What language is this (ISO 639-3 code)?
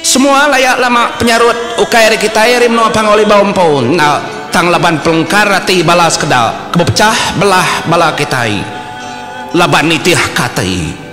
iba